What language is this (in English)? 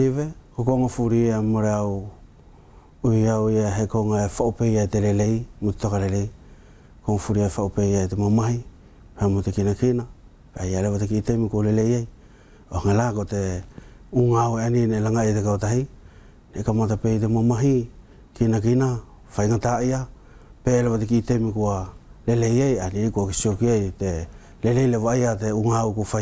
Wallisian